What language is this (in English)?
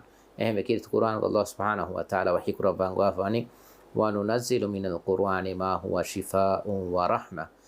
Divehi